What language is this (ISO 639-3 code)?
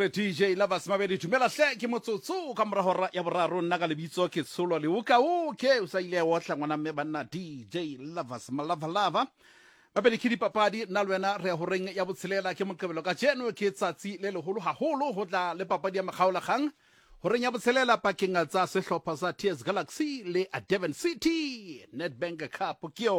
sot